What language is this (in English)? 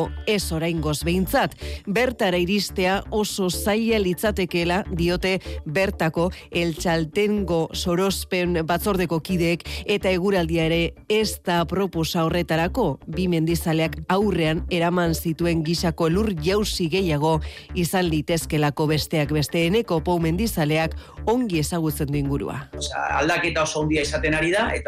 Basque